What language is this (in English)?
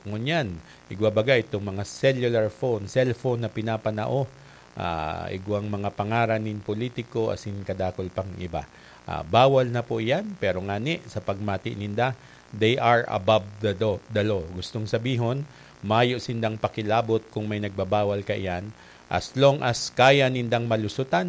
Bikol